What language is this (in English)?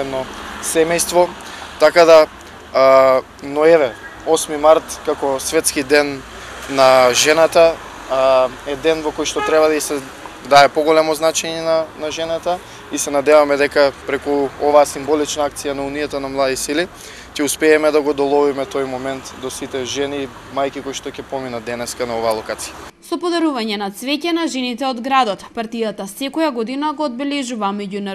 Macedonian